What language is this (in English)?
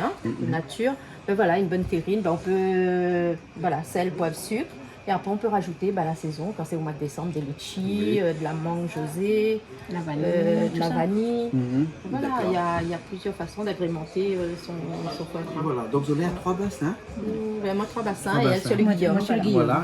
Réunion Creole French